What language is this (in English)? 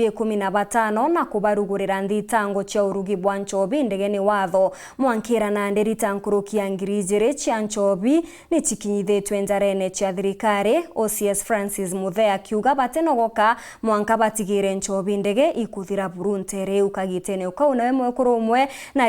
Meru